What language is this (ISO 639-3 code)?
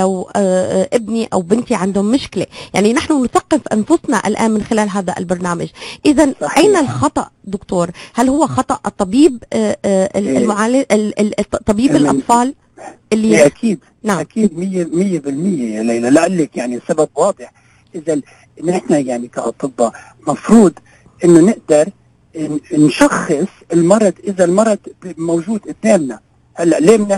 apc